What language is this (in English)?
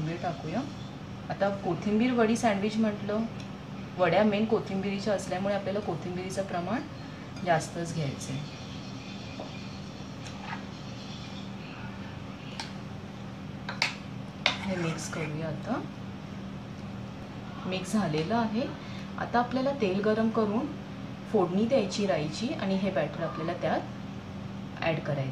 Marathi